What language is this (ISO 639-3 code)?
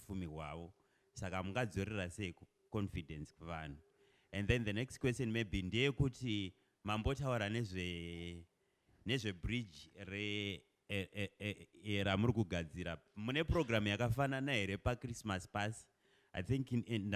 sna